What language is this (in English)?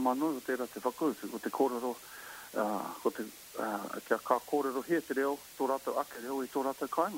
Māori